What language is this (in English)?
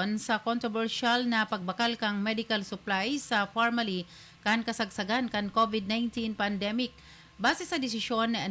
Bikol